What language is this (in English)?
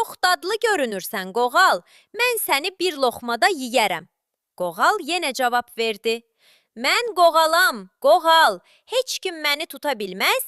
Azerbaijani